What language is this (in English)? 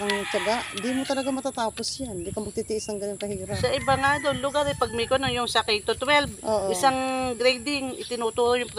Filipino